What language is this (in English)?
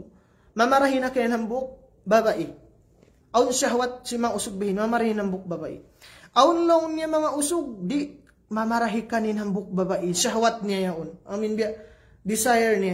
Tausug